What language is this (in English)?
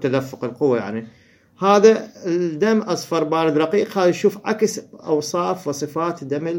Mesopotamian Arabic